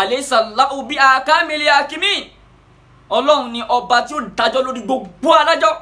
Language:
Yoruba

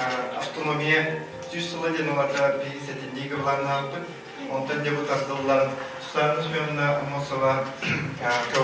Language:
Yakut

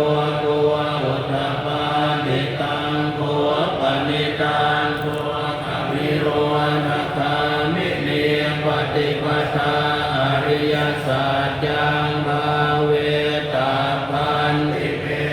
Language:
Pali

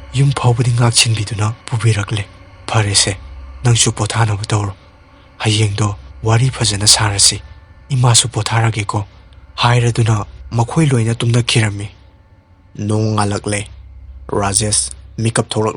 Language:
Manipuri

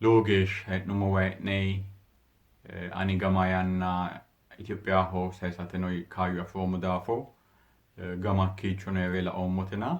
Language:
Sidamo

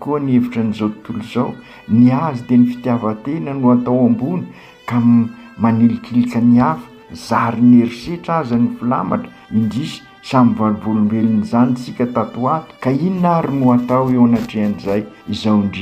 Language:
Malagasy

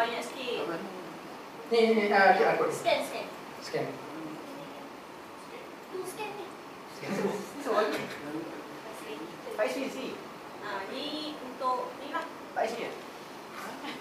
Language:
Malay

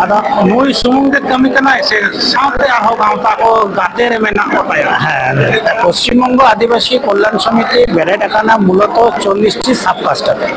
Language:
Santali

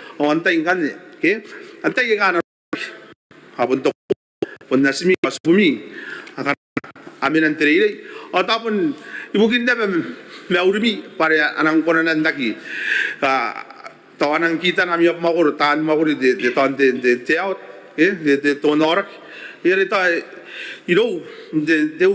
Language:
Gilbertese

